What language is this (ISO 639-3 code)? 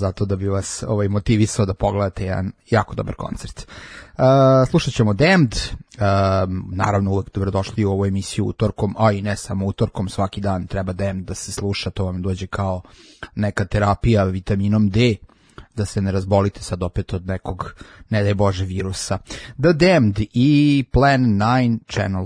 srp